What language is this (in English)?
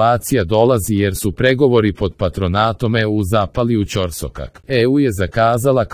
Croatian